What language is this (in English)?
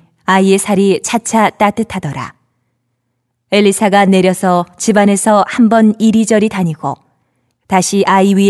Korean